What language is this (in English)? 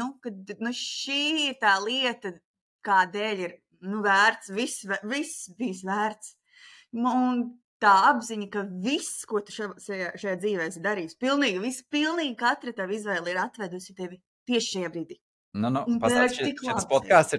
Latvian